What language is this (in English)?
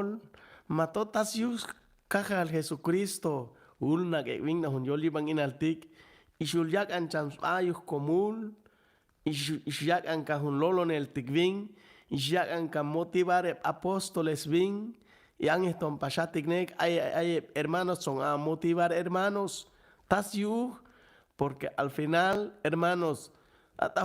Chuj